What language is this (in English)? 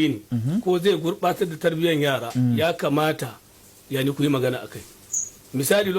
Hausa